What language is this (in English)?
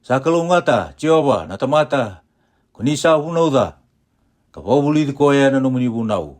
Fijian